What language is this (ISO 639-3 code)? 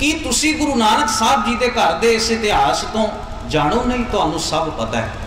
pan